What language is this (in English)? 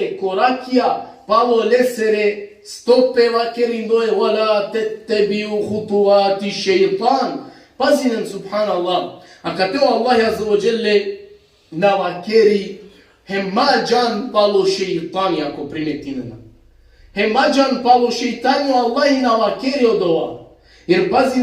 Balkan Romani